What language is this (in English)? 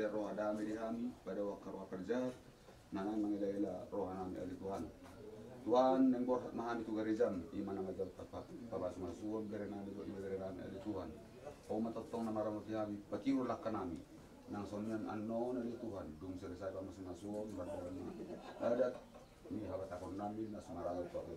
Batak Toba